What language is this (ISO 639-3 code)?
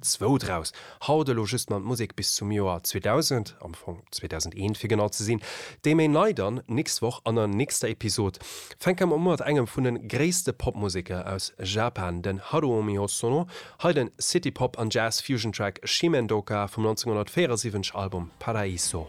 ltz